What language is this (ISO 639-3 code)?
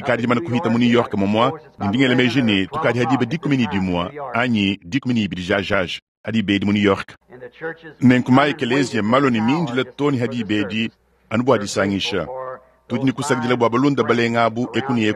lua